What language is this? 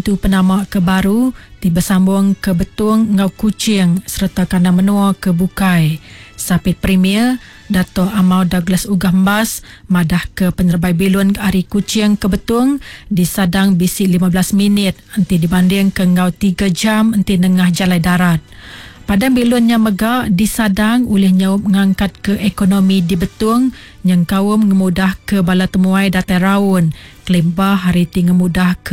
Iban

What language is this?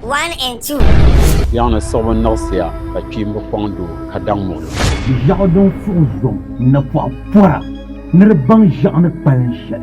Dagbani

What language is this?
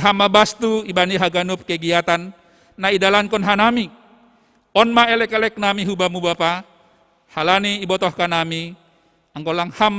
Batak Simalungun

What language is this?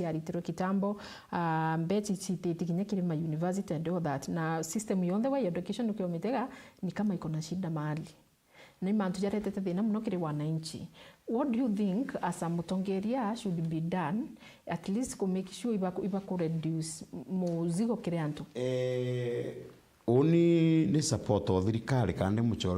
Meru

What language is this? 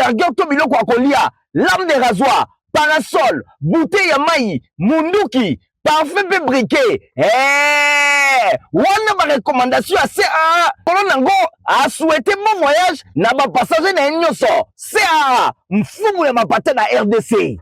Lingala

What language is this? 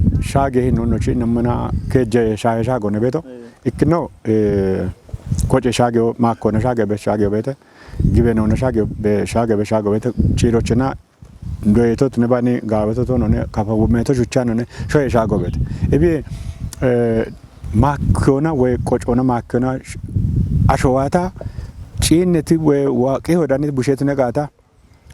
Kafa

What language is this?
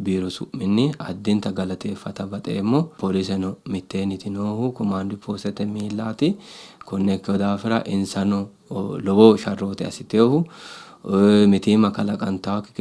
Sidamo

